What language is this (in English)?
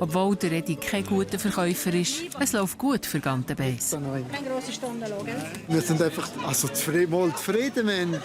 Swiss German